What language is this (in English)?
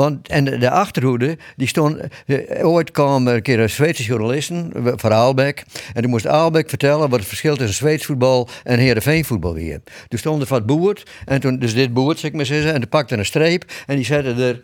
Western Frisian